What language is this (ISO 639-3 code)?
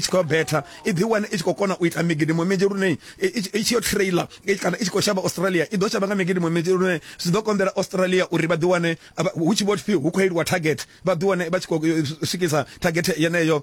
ven